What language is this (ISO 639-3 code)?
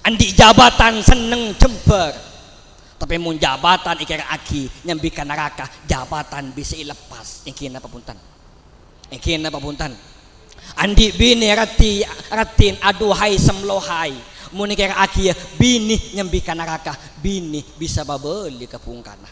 mad